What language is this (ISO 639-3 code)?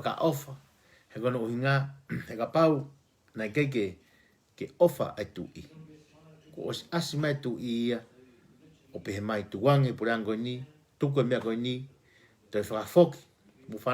ton